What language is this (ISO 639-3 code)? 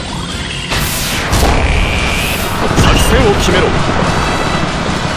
jpn